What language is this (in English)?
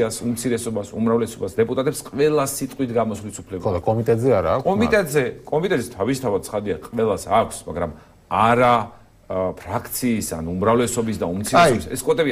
Georgian